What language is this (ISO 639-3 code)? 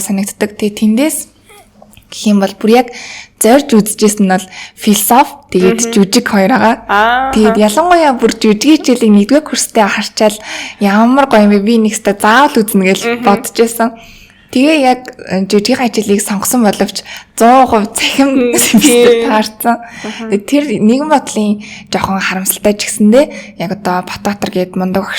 mon